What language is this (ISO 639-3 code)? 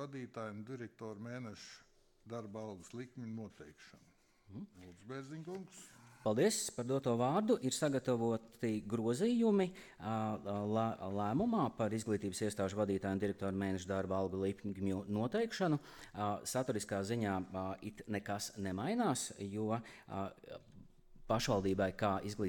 lav